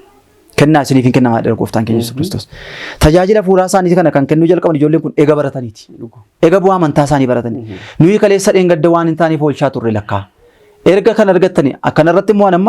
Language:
Oromo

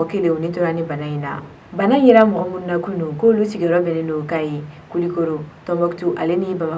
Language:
Bambara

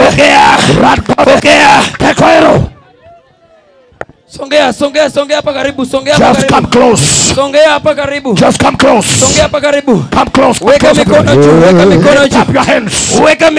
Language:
Swahili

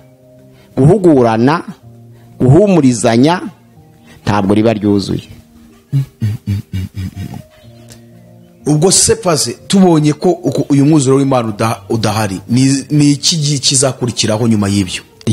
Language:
Kinyarwanda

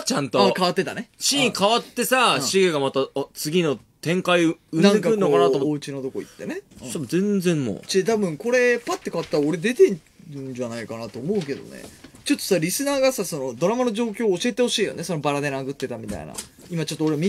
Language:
Japanese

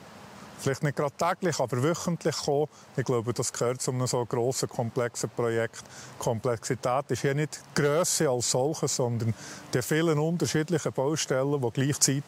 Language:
Swiss German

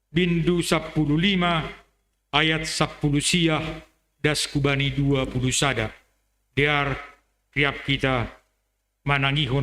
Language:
Batak Simalungun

